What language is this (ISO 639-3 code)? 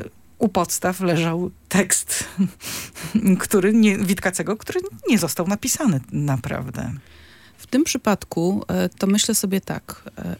pol